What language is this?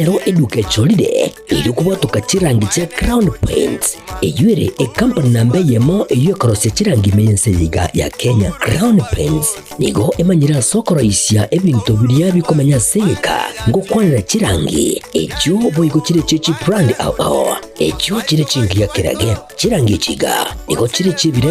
Gusii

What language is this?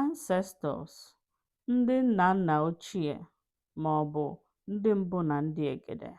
Igbo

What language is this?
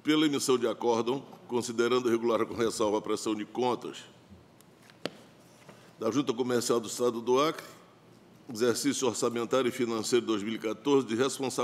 Portuguese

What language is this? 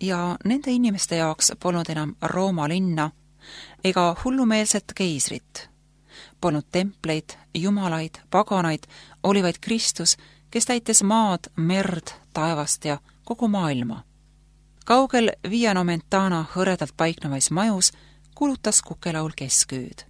Estonian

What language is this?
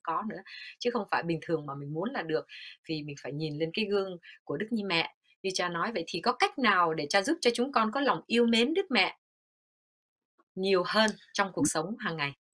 Vietnamese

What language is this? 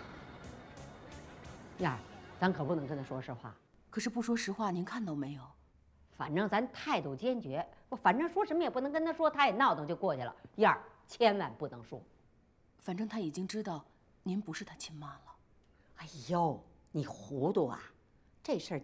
Chinese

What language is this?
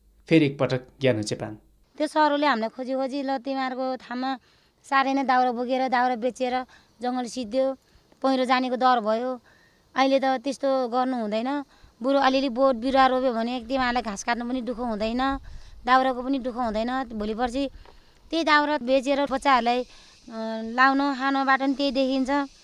Nepali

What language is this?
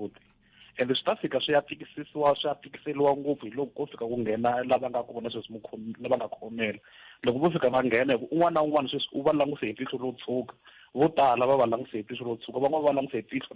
Tsonga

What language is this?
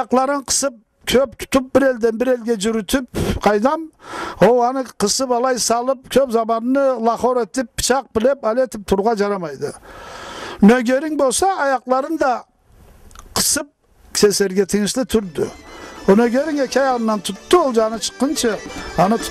Karachay-Balkar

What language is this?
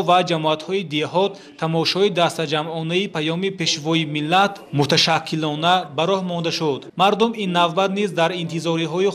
Tajik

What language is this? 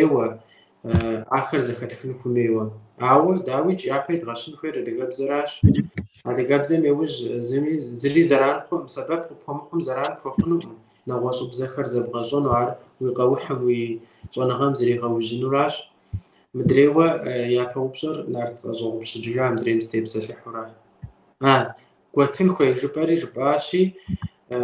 Kabardian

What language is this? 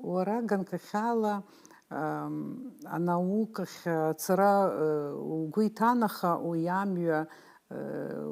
Abkhazian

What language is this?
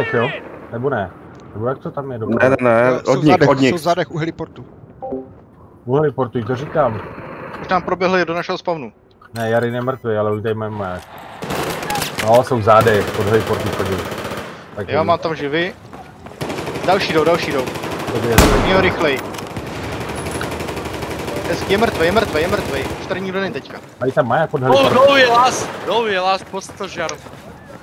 Czech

